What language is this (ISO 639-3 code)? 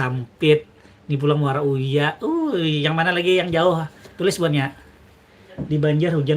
bjn